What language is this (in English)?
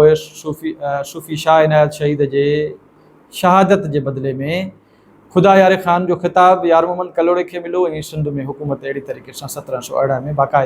Sindhi